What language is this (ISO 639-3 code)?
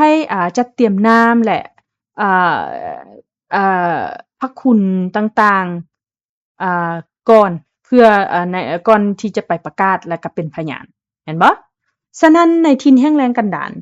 lao